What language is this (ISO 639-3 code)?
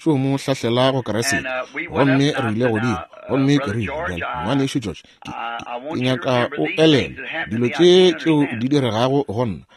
nso